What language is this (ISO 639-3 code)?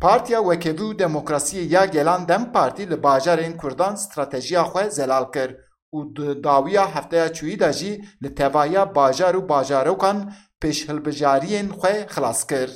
kur